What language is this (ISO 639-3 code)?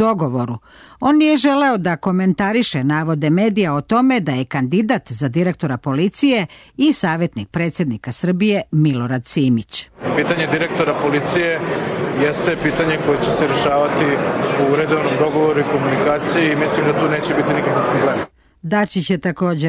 srp